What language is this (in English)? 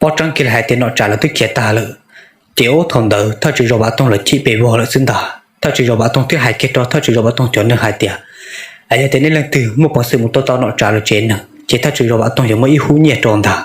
Hmong